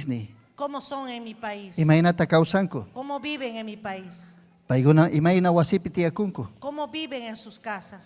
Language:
Ayacucho Quechua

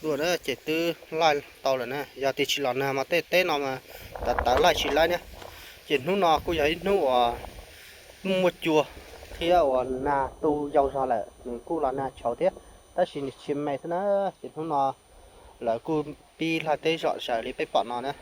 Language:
Hmong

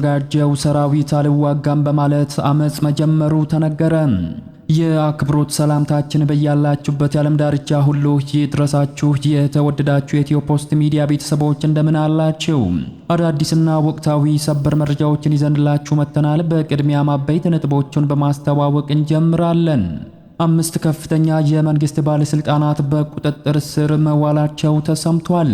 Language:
Amharic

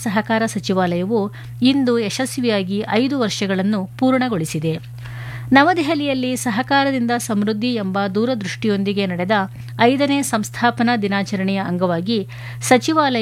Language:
Kannada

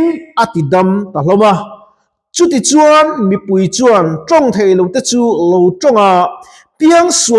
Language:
Mizo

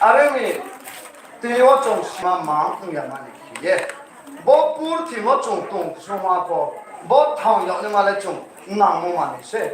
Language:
Riang (India)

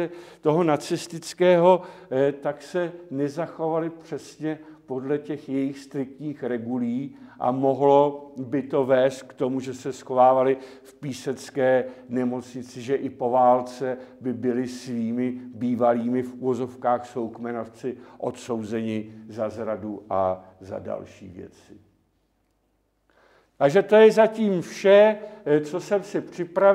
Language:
Czech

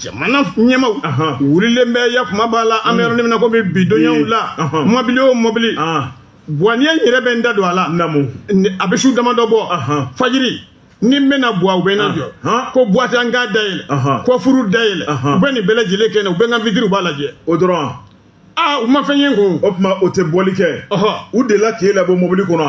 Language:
Bambara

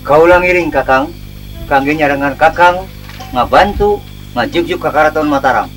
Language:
Sundanese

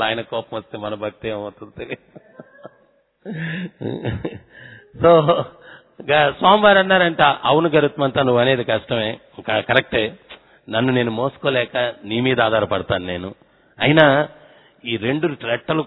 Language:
Telugu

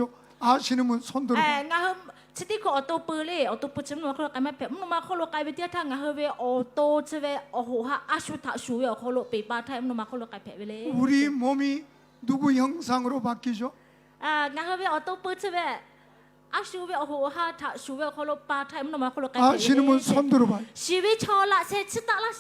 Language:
Lahu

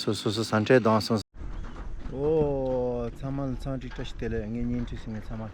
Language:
Tibetan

